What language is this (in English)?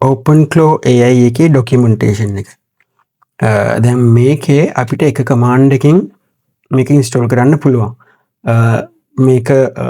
Sinhala